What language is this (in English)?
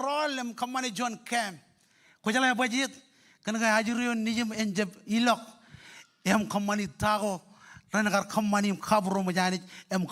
Marshallese